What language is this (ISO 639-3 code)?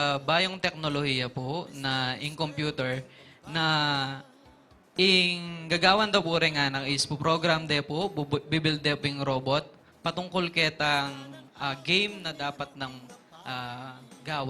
pam